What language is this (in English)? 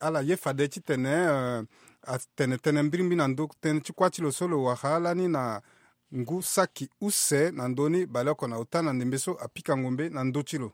Sango